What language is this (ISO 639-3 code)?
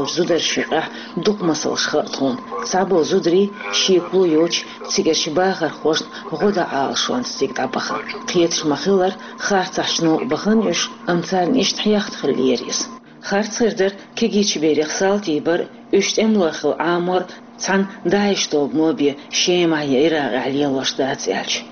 che